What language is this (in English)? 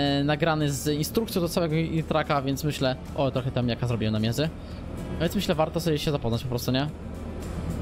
Polish